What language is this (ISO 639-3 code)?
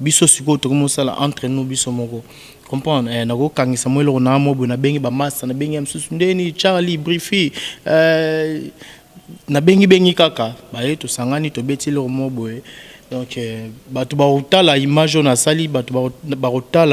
lin